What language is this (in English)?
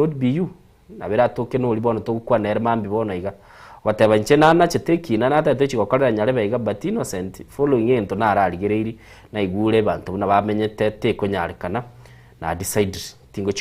Gusii